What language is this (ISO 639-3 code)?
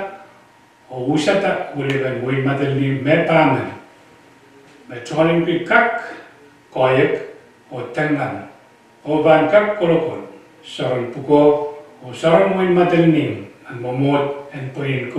pon